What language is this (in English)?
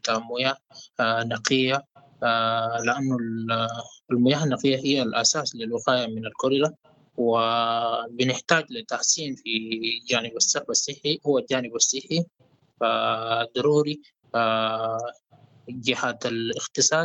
Sudanese Arabic